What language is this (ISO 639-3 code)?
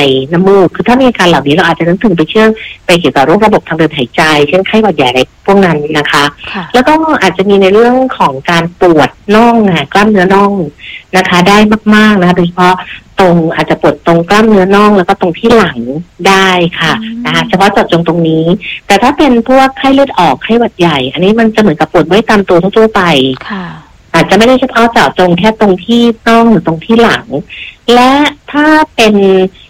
tha